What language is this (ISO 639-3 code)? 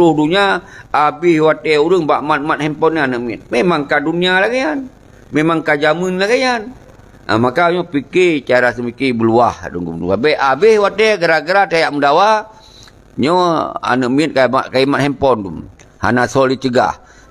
ace